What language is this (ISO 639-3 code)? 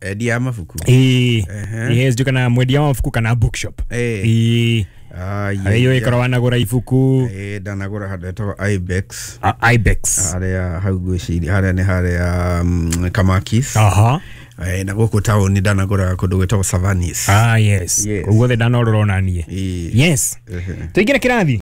kik